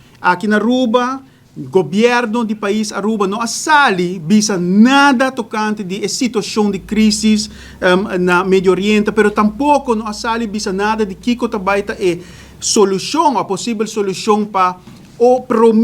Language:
Papiamento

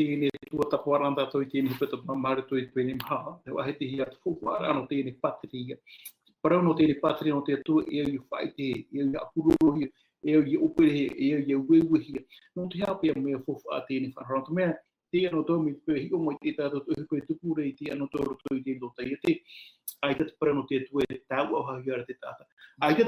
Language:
Tahitian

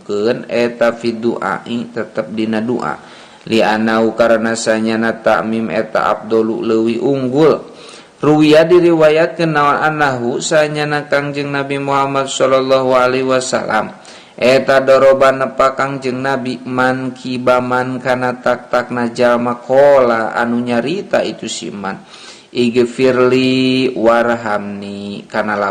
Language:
Sundanese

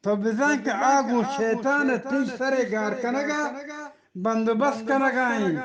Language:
Eastern Balochi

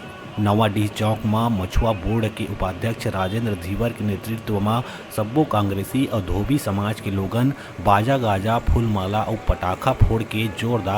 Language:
Chhattisgarhi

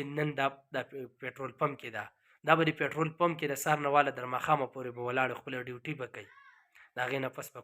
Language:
Pashto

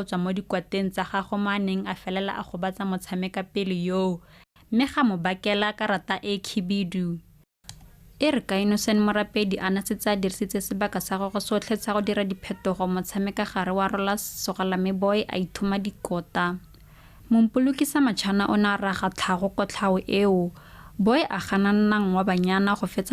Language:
Tswana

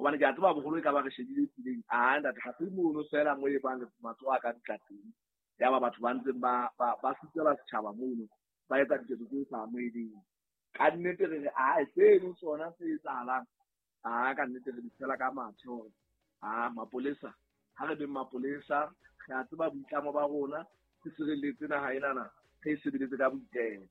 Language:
Southern Sotho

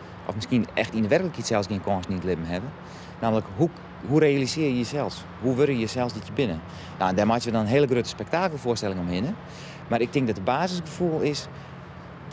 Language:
Western Frisian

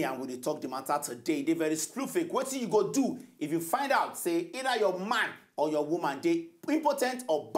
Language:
Nigerian Pidgin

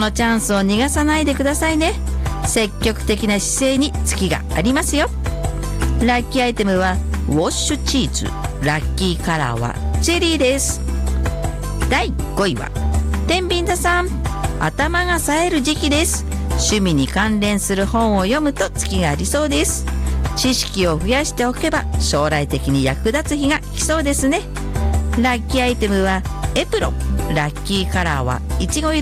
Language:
Japanese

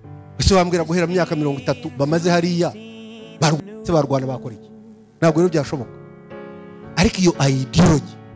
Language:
Kinyarwanda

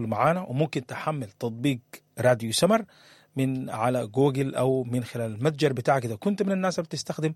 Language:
Sudanese Arabic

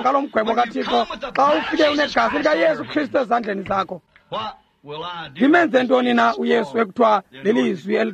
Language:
Xhosa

